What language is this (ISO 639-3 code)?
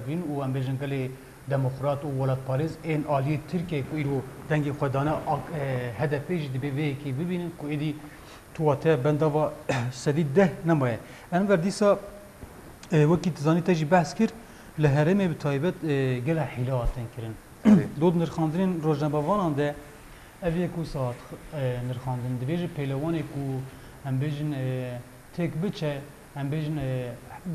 kur